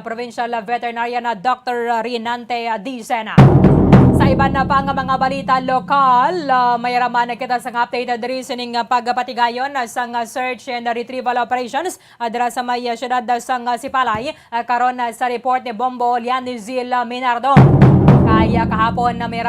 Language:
Hiligaynon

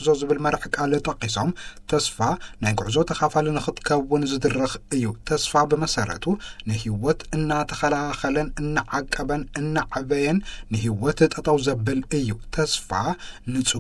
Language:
Tigrinya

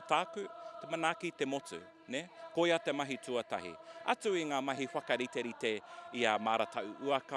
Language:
Māori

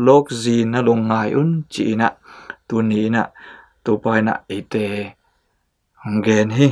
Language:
Tedim Chin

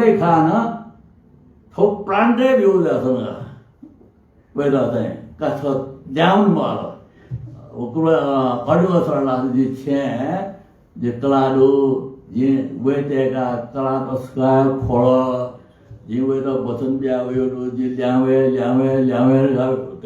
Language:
Newari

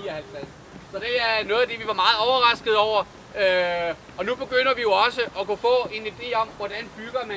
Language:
Danish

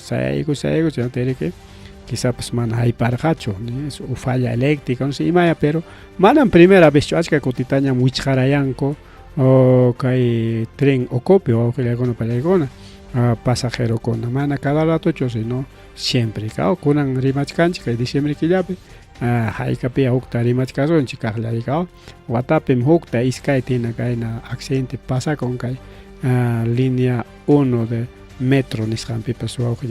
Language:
Ayacucho Quechua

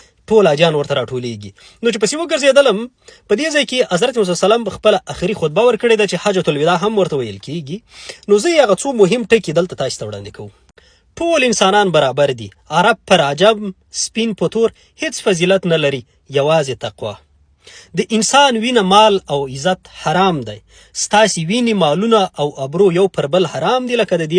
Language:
Pashto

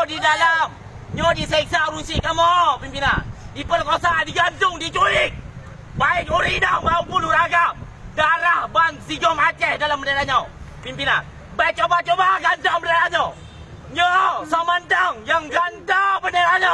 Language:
Achinese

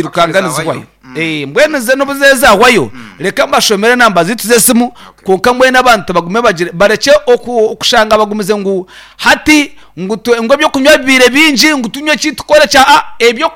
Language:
Nyankole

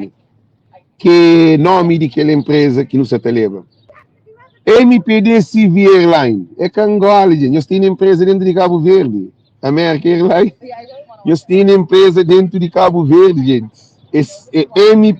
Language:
Kabuverdianu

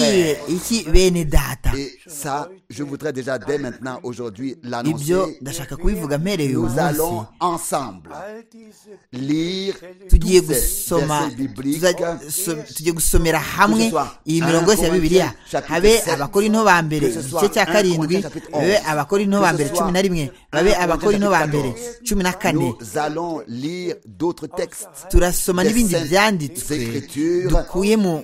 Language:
Kinyarwanda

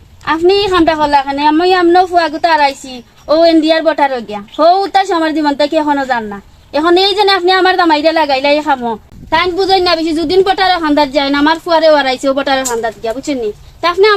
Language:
Sylheti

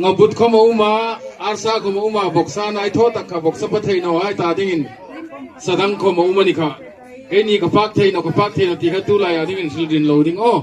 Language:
Hmar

